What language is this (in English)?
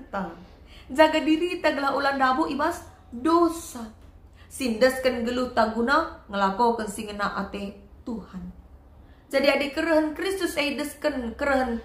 Batak Karo